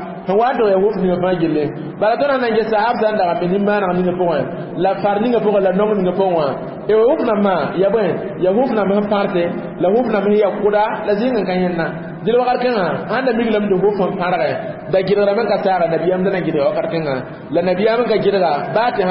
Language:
Mossi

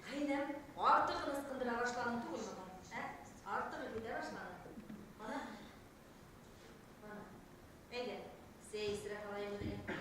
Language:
Bashkir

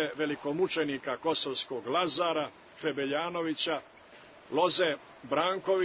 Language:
Serbian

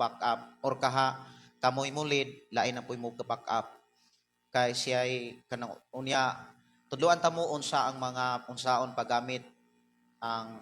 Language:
Cebuano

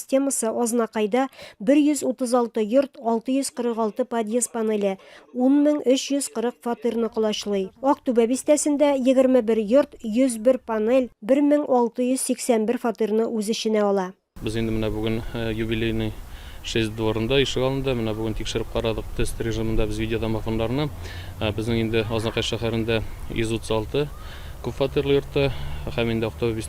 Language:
Tatar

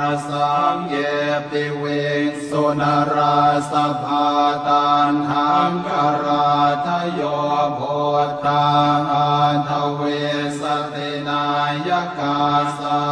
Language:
Pali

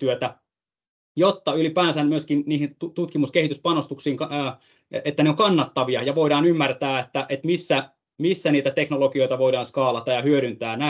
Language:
Finnish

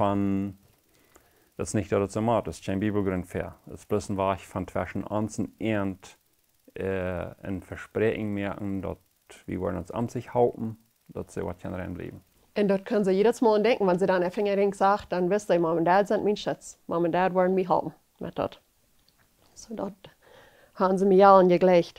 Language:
Plautdietsch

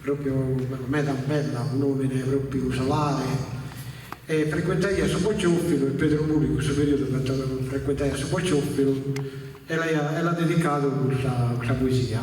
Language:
Sardinian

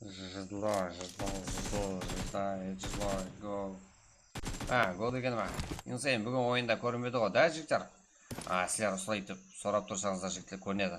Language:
Kara-Kalpak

